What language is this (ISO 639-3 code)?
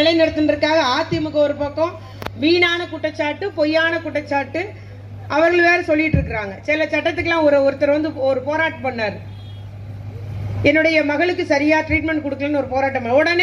tam